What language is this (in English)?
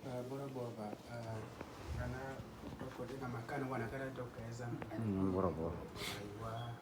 Uduk